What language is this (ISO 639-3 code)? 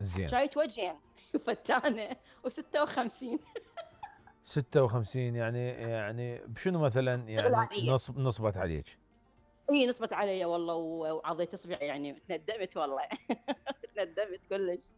acm